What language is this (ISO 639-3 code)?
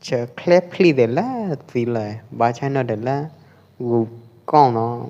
kjp